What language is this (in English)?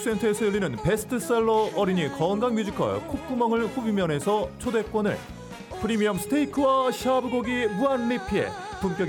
Korean